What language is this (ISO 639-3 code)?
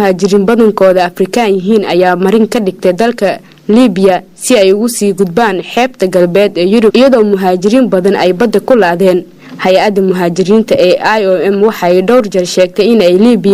som